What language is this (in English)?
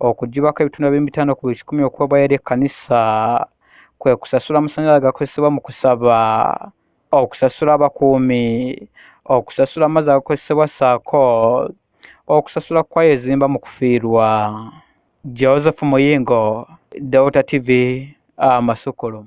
Ganda